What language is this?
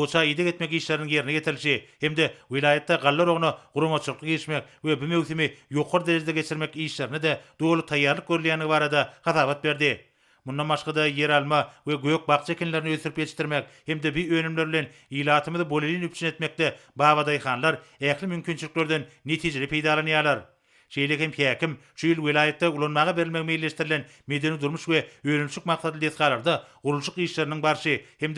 Turkmen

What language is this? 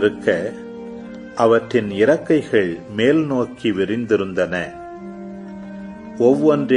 Tamil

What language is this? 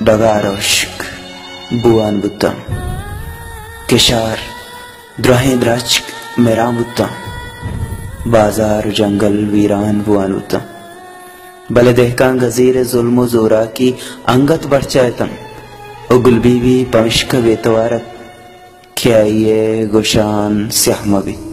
Baluchi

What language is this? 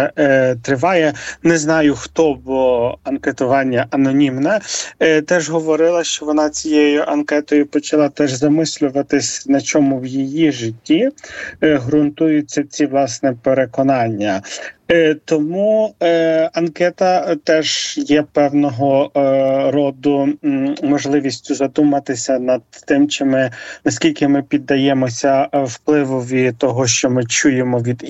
Ukrainian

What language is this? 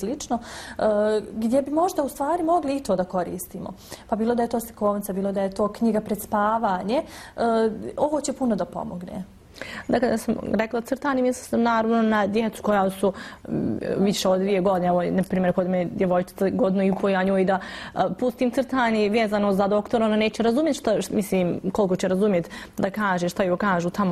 Bosnian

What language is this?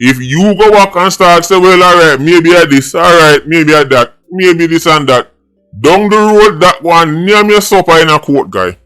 Jamaican Creole English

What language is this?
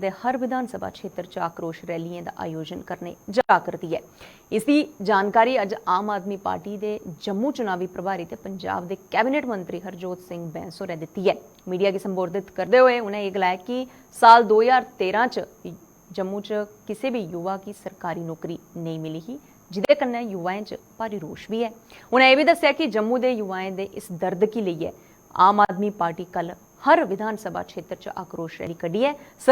Dogri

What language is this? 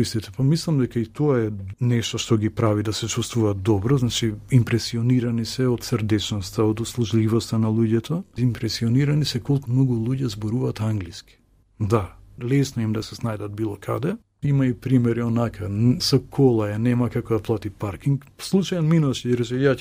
Macedonian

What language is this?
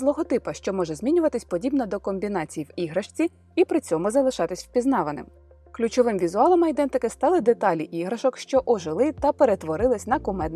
Ukrainian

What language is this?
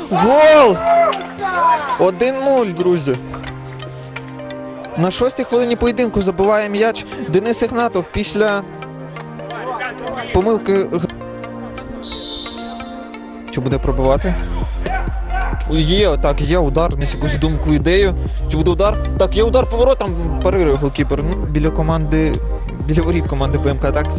Ukrainian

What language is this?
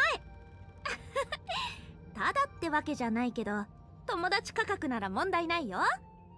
Japanese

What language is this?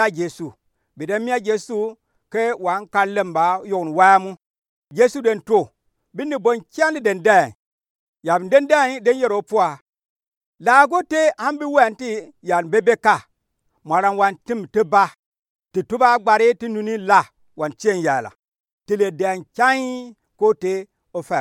Gourmanchéma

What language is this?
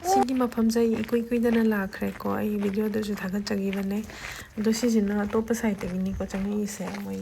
Manipuri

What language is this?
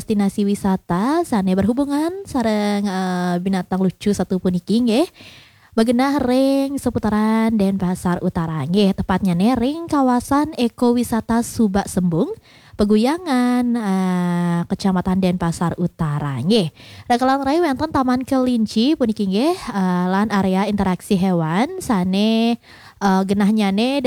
Balinese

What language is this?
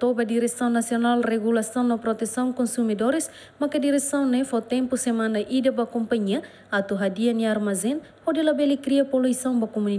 Tetum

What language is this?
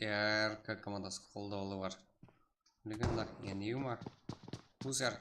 Kara-Kalpak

